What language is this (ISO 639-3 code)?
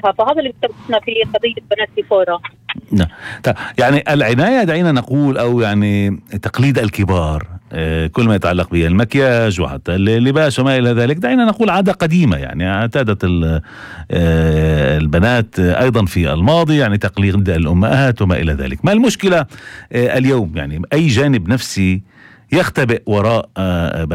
apc